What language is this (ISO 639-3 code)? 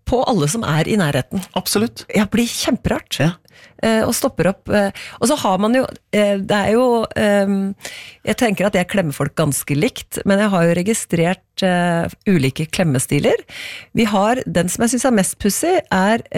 nor